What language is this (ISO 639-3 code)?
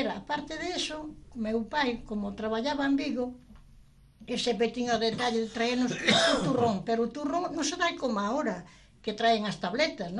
glg